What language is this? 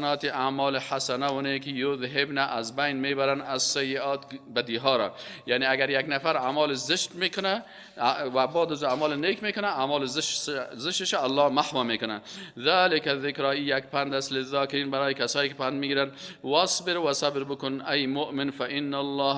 Persian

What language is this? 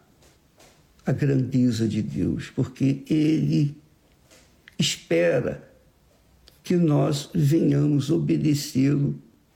Portuguese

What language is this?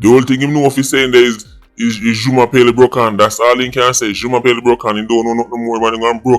Jamaican Creole English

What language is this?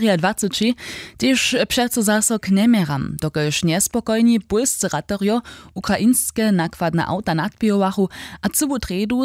Upper Sorbian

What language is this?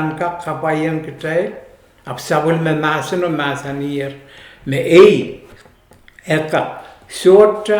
Pohnpeian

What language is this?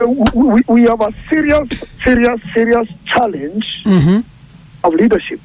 Meru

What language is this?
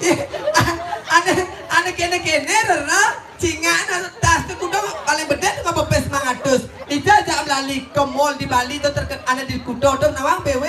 Balinese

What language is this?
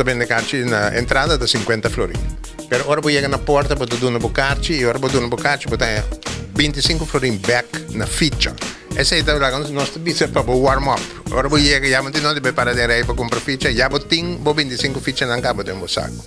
Papiamento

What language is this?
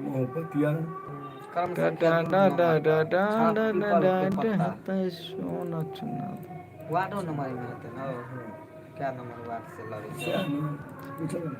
Maithili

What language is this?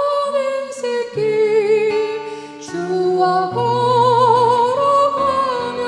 Korean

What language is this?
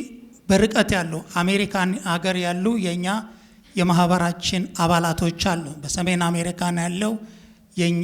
Amharic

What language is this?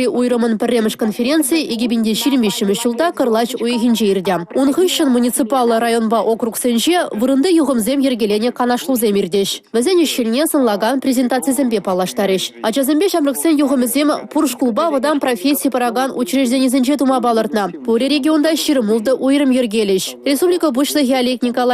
Chuvash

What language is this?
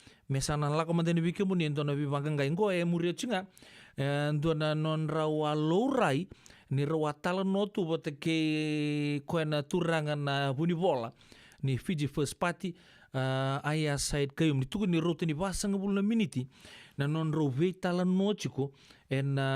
Fijian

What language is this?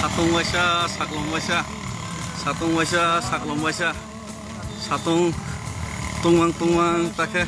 Kok Borok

